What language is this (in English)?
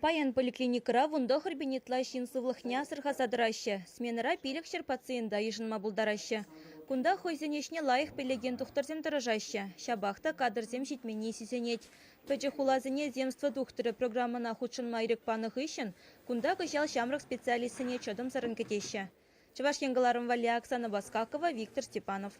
Chuvash